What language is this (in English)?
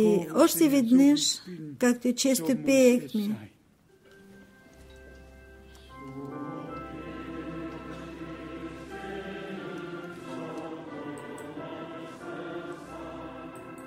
Bulgarian